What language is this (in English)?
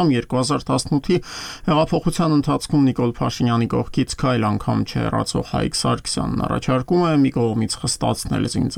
Armenian